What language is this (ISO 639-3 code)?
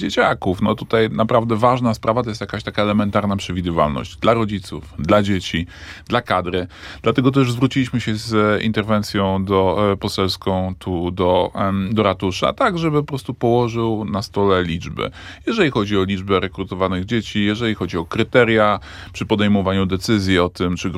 pol